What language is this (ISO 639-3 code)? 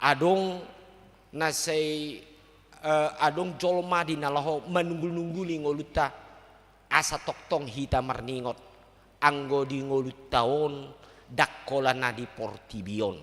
bbc